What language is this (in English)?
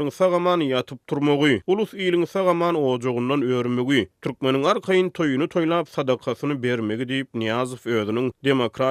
Turkmen